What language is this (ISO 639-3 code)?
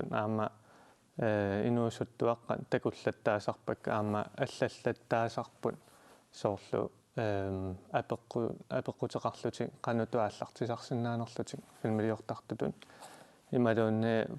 kal